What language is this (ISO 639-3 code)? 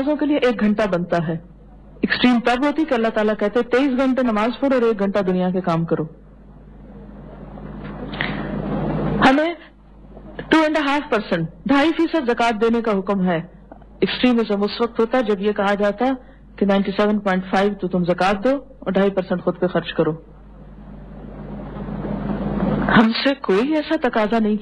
urd